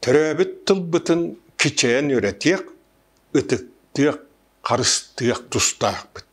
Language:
Yakut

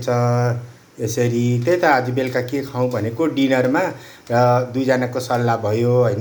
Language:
Nepali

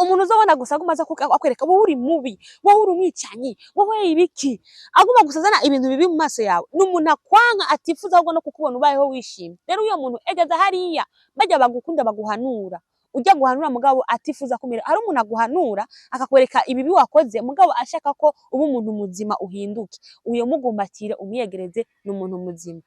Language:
Rundi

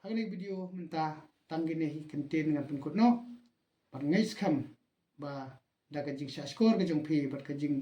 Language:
Khasi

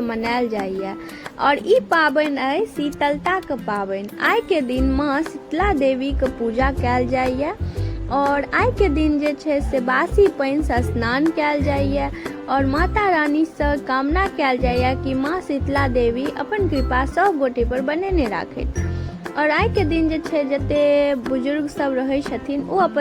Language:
Maithili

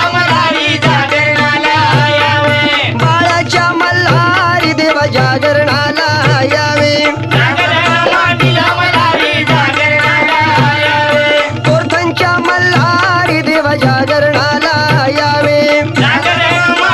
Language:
Marathi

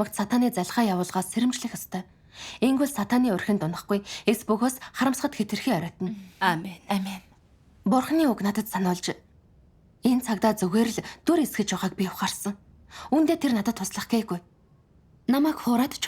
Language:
Mongolian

